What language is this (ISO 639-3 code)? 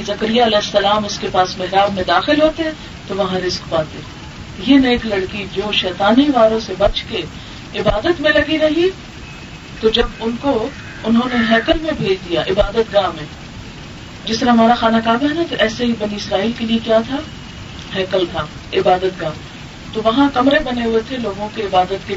urd